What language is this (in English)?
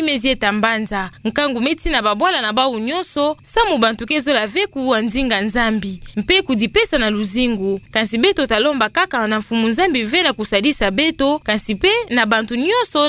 Kituba (Democratic Republic of Congo)